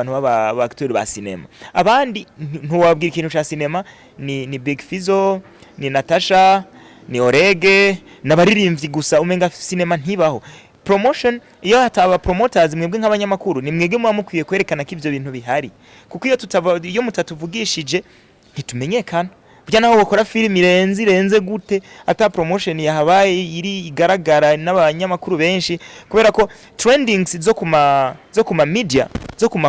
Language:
Rundi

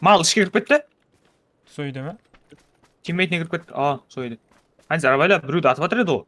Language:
Kara-Kalpak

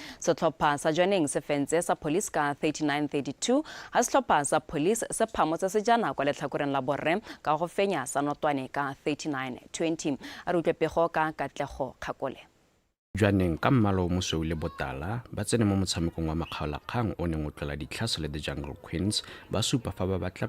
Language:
Tswana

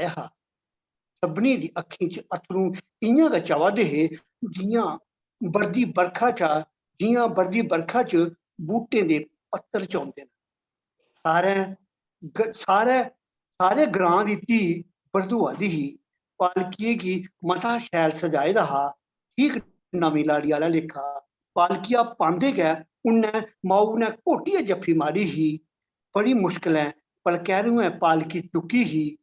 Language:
Dogri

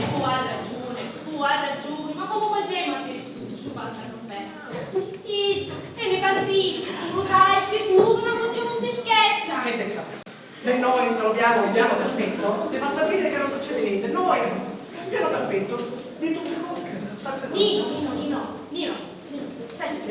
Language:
Sicilian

